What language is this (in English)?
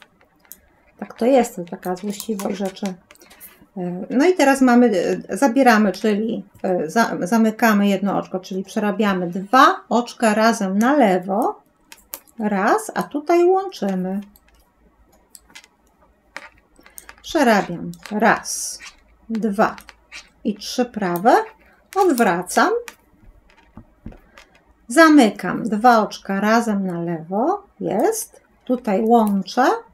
Polish